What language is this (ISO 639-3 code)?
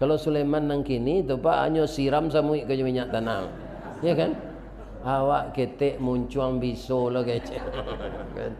min